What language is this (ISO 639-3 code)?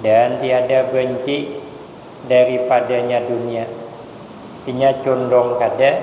bjn